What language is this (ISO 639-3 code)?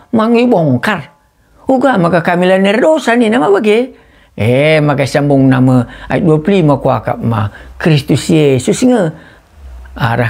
btx